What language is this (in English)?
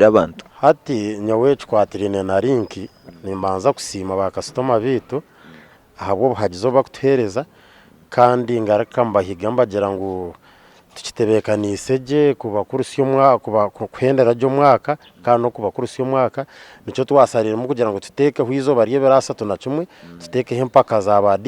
Nyankole